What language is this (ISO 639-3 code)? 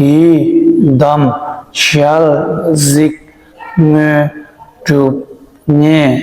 bod